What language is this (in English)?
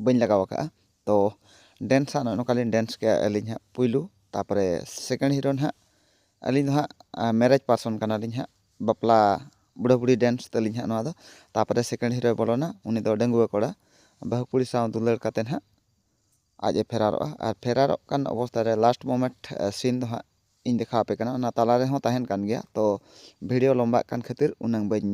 Santali